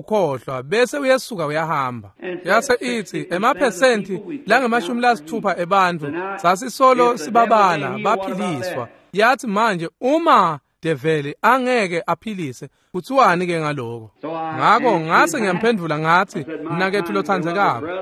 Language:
Swati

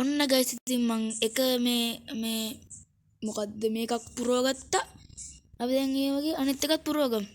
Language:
Sinhala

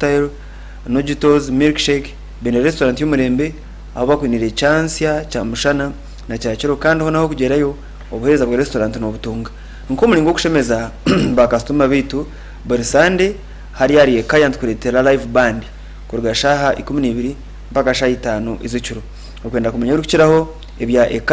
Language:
Nyankole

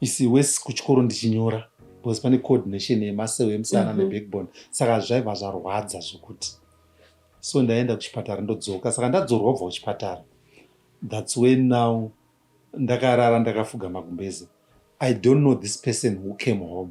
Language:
Shona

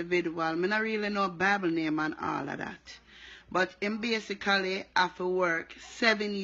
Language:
Jamaican Creole English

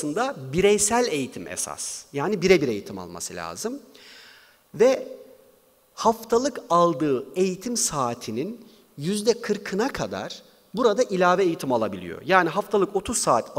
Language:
Turkish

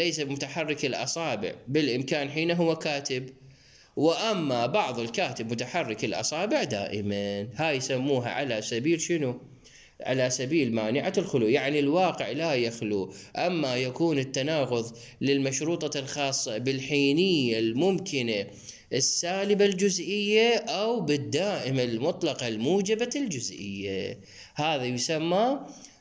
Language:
Mesopotamian Arabic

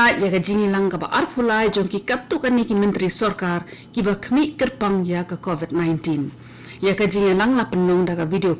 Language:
Khasi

